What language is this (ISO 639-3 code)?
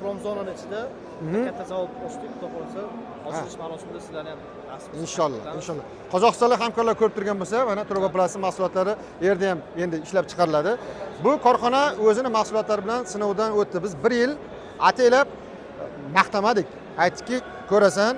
uzb